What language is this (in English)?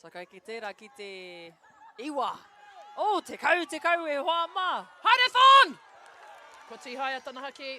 Māori